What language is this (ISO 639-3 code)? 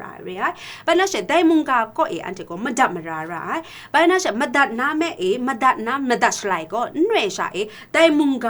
kac